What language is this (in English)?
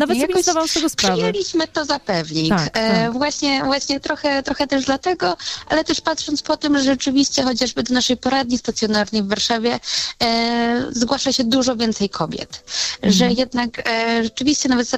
Polish